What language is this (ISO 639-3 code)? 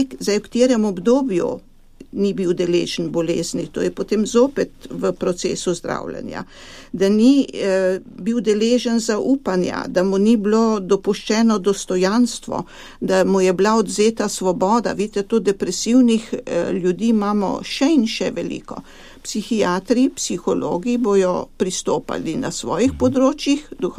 slv